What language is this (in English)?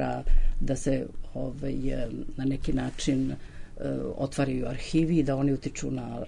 Serbian